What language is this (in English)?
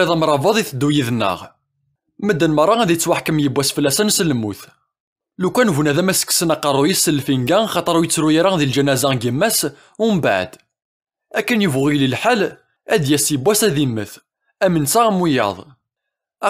Kabyle